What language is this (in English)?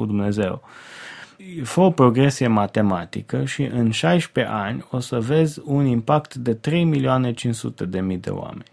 Romanian